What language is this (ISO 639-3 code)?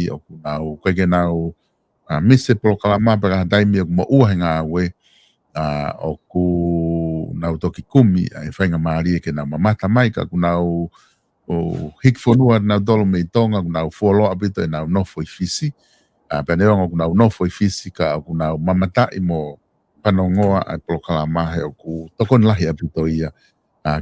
ton